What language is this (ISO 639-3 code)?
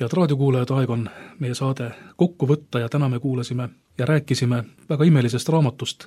est